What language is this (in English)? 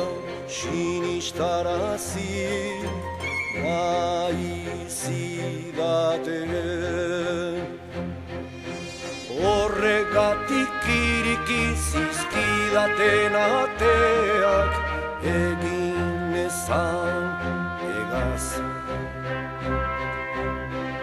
Basque